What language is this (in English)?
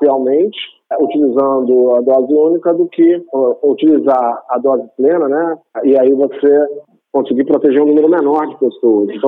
Portuguese